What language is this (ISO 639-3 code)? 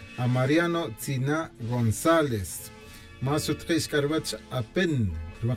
tzj